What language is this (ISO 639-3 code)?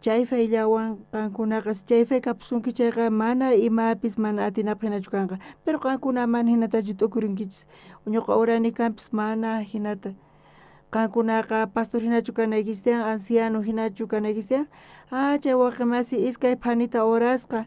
quh